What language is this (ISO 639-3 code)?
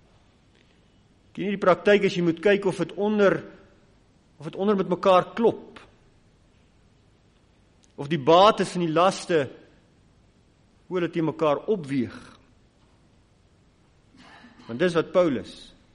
afr